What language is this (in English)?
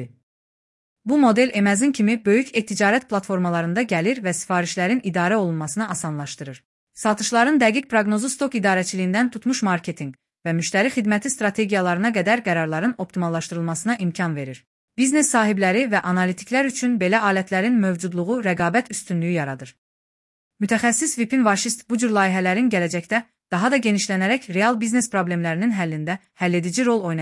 Azerbaijani